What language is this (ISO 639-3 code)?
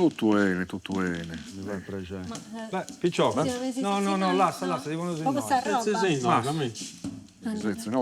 srd